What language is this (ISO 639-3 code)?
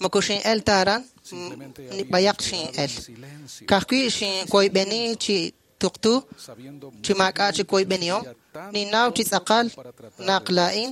kek